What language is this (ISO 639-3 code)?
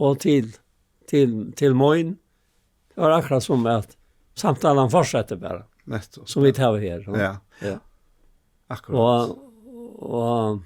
fao